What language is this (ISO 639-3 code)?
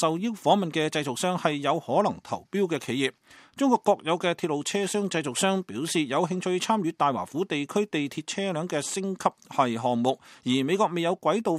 yue